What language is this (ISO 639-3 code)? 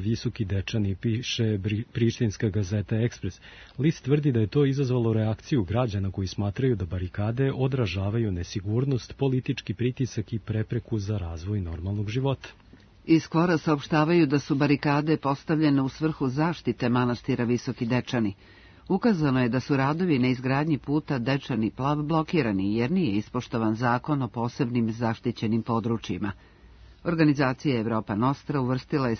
srp